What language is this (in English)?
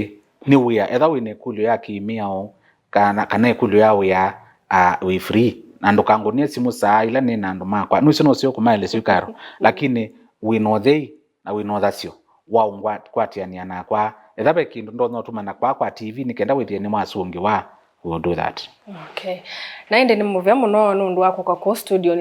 Kamba